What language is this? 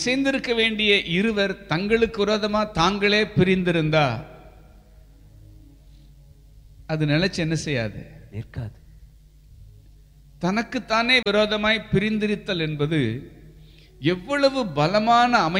Tamil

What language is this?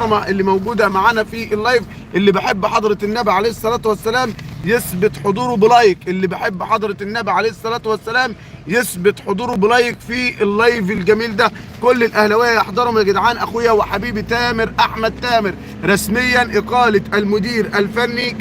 Egyptian Arabic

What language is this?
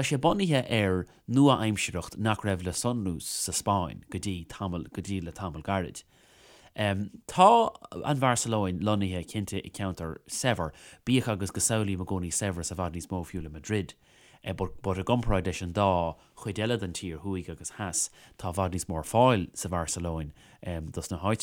Irish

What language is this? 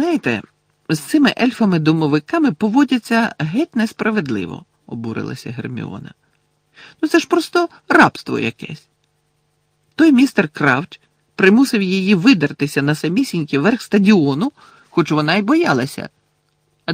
Ukrainian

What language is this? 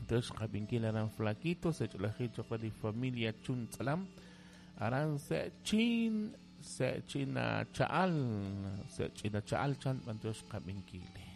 Kekchí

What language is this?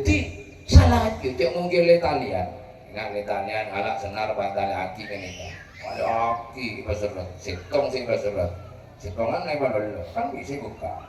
Madurese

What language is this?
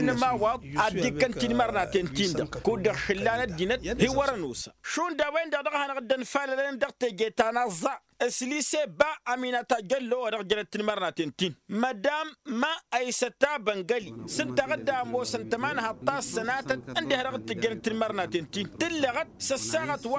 Tamasheq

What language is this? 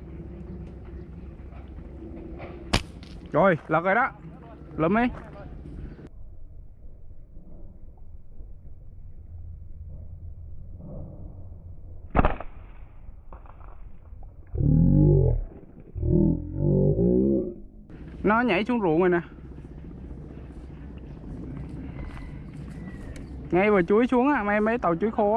Vietnamese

